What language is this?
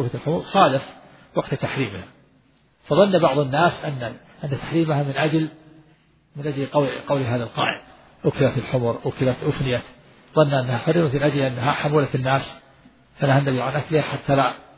Arabic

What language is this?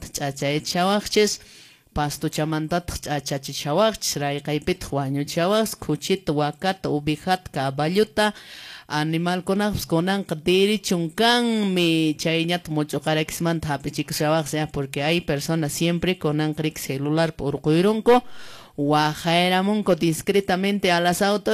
Quechua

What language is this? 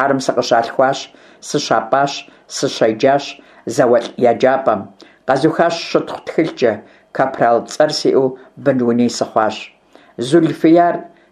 Kabardian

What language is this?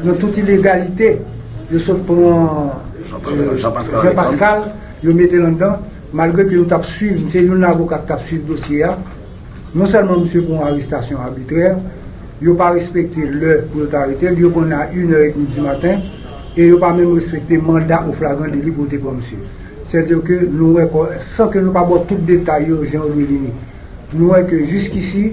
Haitian Creole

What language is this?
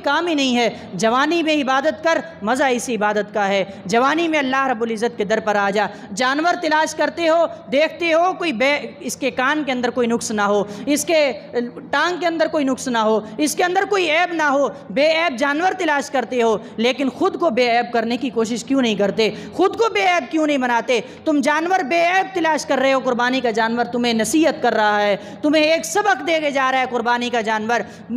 Urdu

